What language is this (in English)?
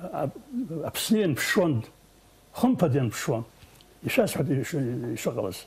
Abkhazian